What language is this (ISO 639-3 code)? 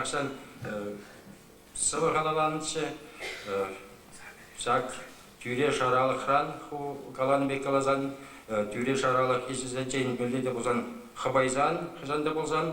chv